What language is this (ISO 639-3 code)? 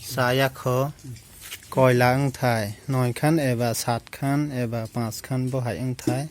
trp